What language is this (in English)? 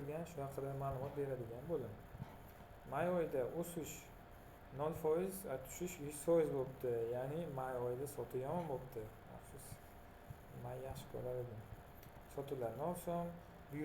Uzbek